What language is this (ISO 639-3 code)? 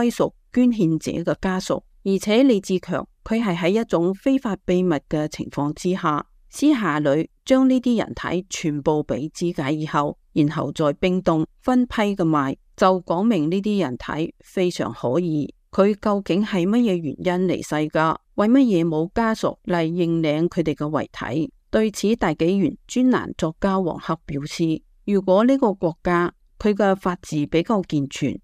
yue